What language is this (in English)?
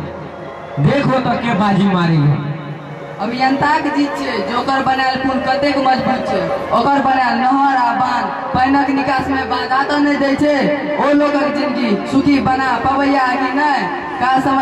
Maithili